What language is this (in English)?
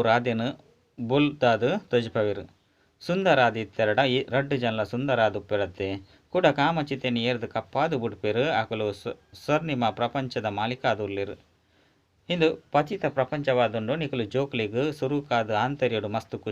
Tulu